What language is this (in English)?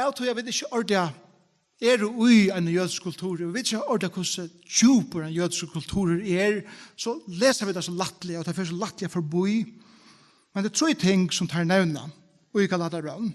Faroese